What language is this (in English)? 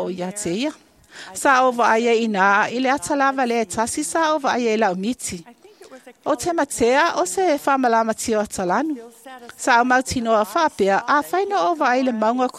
Samoan